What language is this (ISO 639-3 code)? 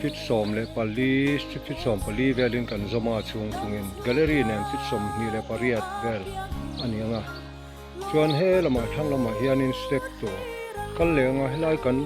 lus